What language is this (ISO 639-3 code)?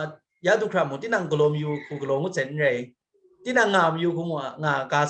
kac